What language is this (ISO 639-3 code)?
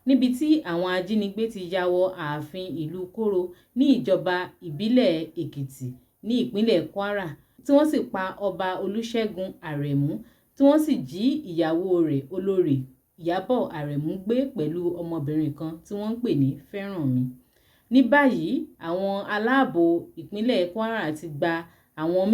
yor